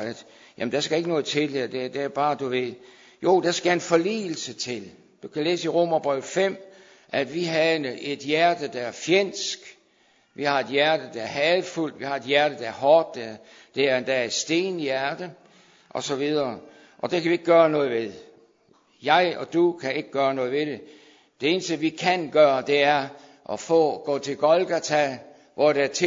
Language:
Danish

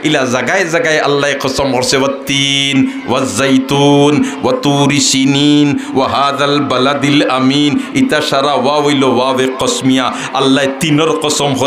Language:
Sylheti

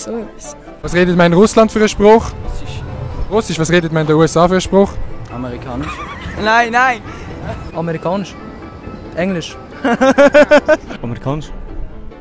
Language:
Swiss German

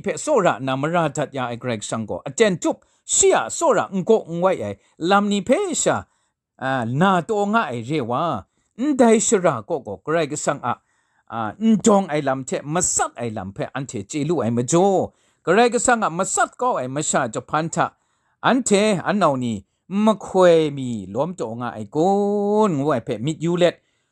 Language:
Kachin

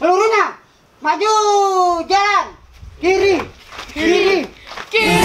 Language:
Betawi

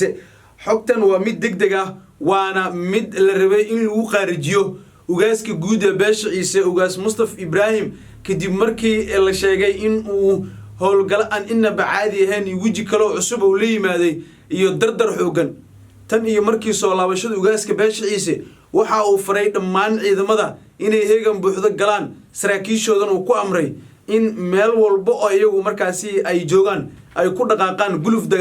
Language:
Somali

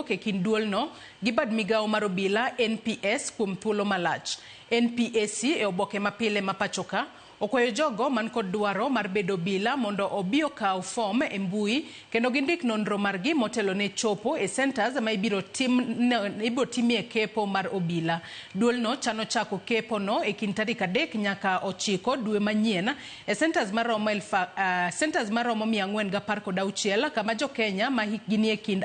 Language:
Luo (Kenya and Tanzania)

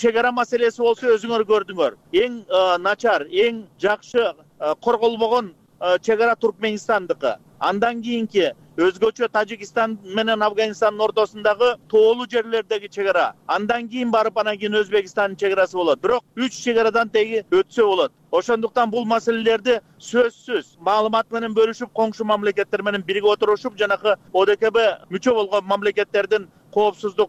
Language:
Kyrgyz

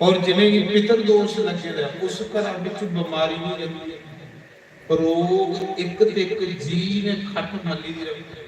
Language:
Dogri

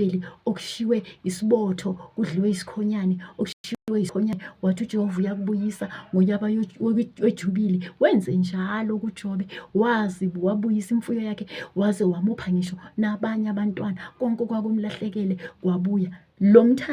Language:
Zulu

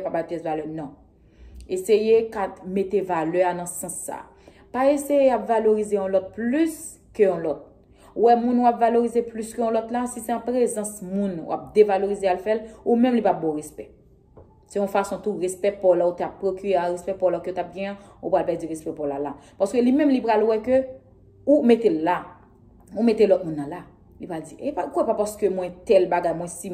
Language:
Haitian Creole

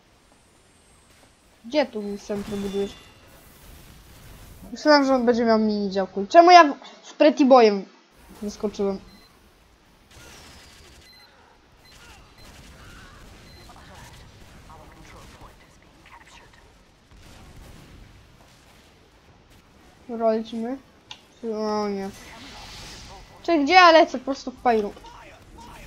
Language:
Polish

